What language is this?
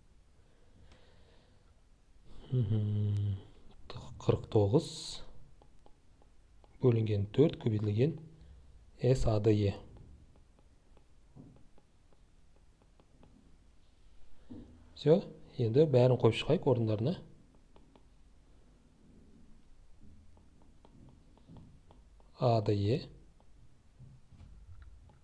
Kazakh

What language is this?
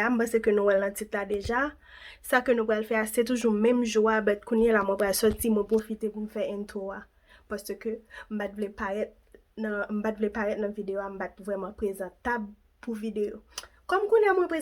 Haitian Creole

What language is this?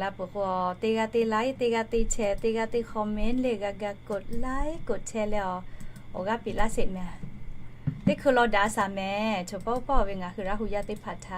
Lahu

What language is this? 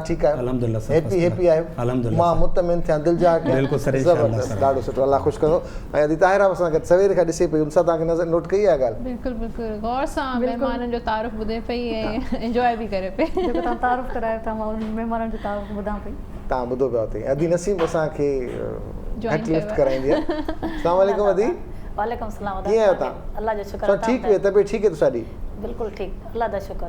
Sindhi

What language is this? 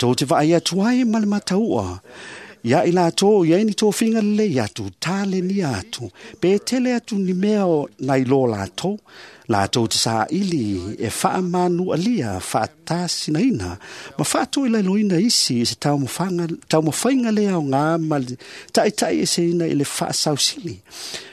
Samoan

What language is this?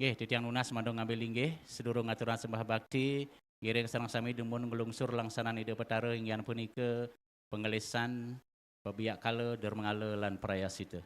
Balinese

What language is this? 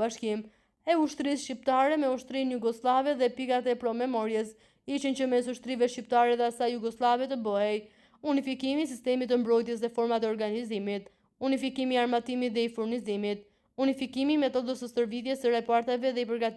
Albanian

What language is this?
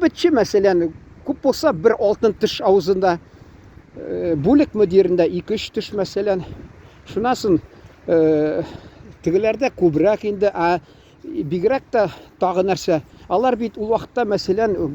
Tatar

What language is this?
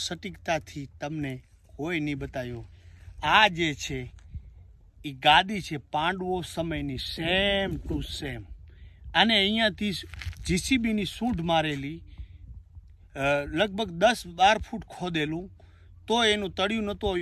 Gujarati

